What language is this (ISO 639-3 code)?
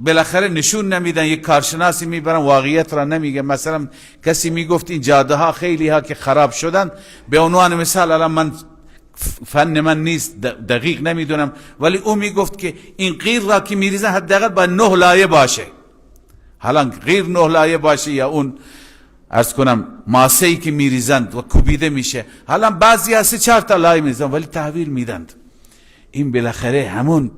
fas